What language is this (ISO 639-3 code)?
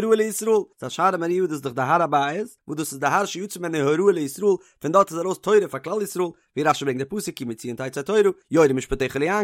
yid